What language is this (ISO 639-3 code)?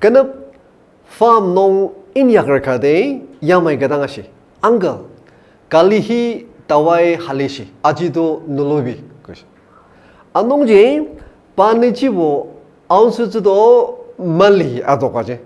njo